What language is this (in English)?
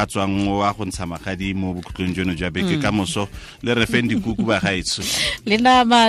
Tswana